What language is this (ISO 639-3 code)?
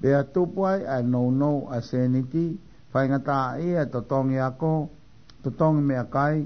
ton